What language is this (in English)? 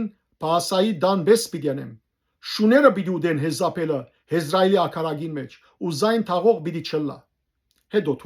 Western Armenian